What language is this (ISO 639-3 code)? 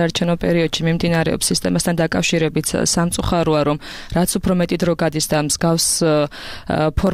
kat